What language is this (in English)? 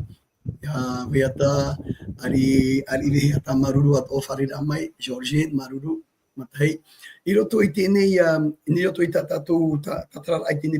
Tahitian